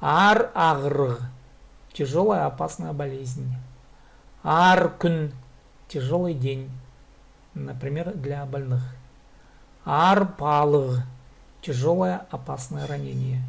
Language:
Khakas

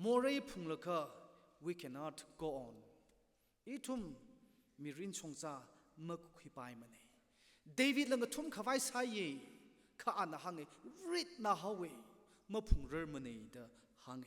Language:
Tangkhul Naga (India)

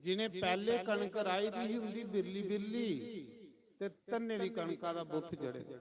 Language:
Dogri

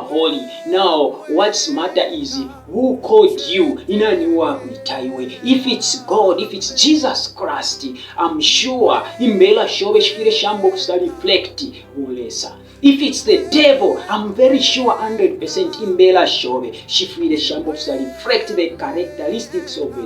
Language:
Bemba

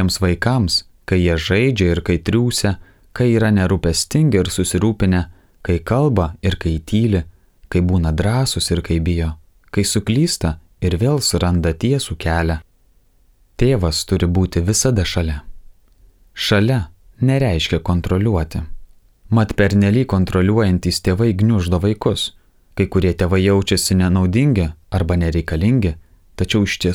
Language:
Lithuanian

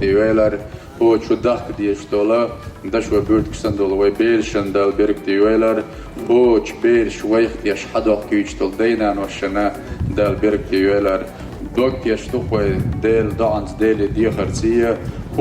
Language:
Chechen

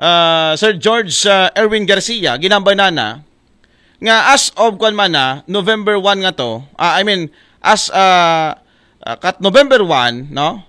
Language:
Aklanon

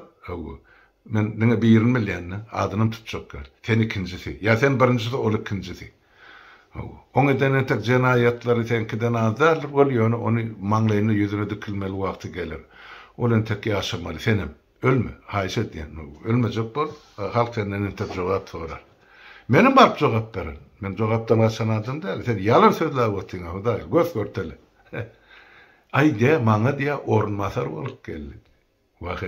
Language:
Turkmen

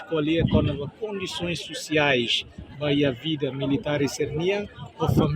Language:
Tetum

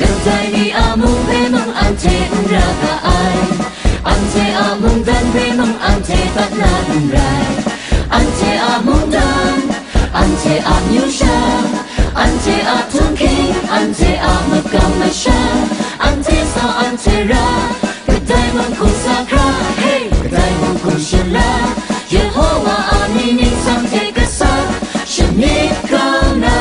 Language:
Kachin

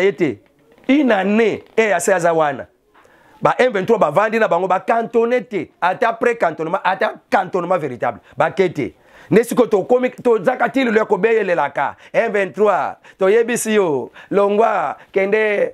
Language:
Lingala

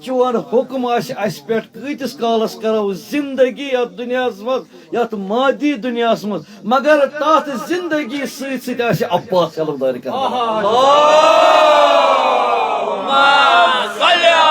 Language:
Kashmiri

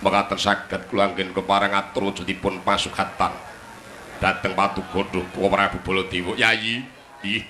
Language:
Javanese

